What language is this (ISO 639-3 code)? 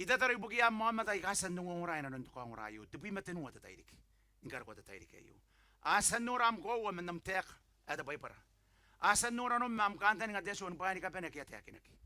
gil